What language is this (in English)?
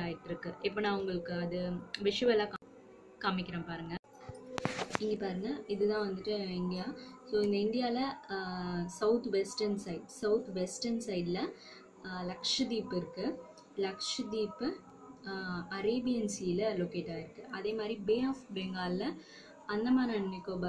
Tamil